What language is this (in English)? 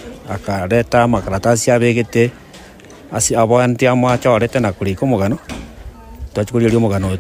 Gusii